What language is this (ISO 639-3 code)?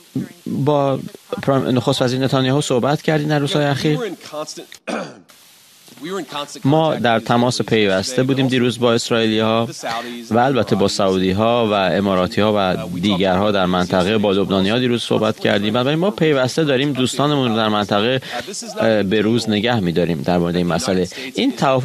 fas